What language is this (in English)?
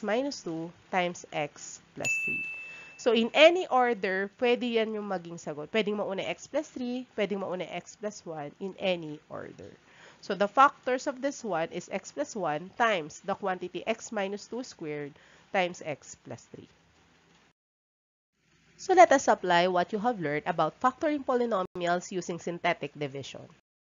Filipino